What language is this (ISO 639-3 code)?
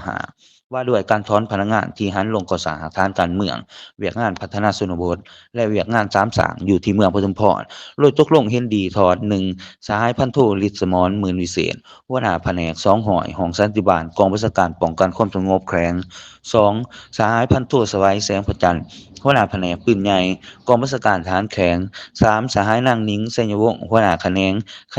lao